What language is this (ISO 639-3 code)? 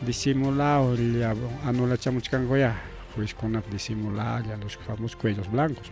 quy